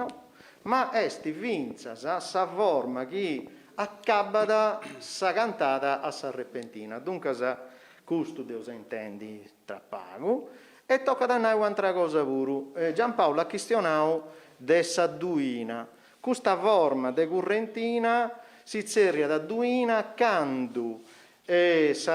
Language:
Sardinian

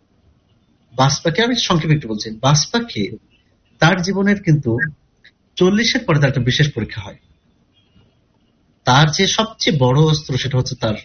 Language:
Bangla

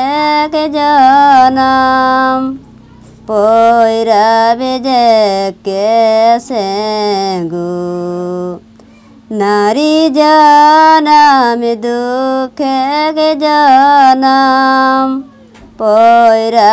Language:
Kudmali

